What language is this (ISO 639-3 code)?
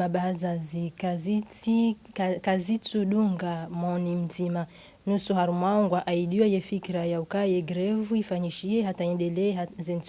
zdj